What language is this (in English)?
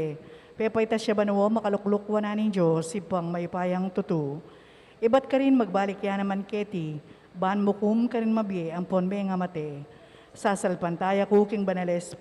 Pampanga